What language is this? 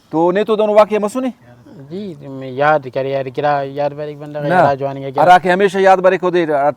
Brahui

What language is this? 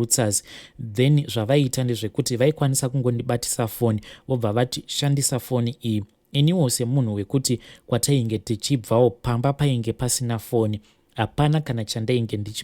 Shona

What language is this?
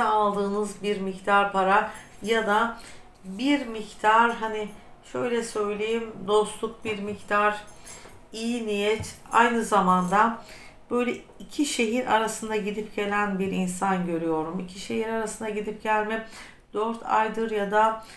Turkish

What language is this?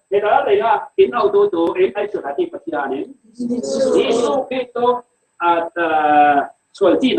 Falam Chin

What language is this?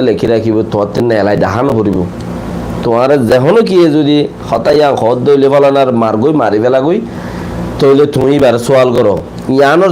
Rohingya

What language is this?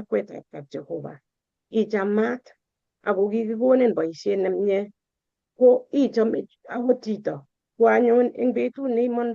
Kalenjin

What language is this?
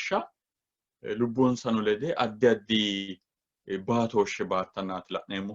Sidamo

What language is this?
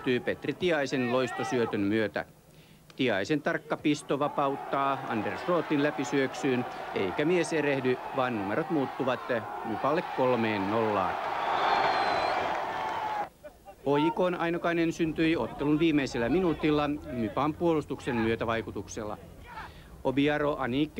Finnish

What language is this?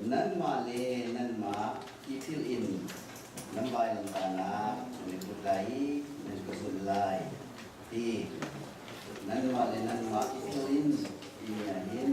Hakha Chin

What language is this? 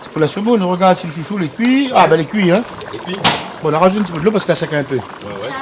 Réunion Creole French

